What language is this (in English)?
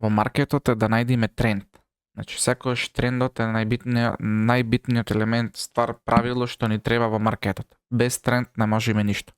Macedonian